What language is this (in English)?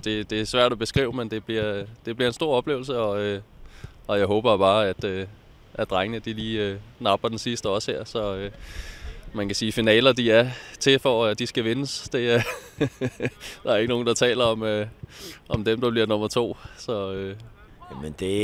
Danish